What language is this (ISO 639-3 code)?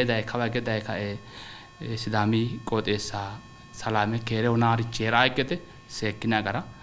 sid